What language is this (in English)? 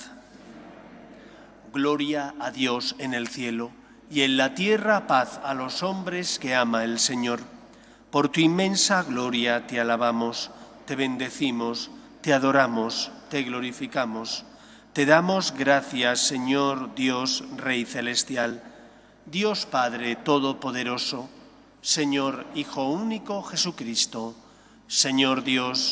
Spanish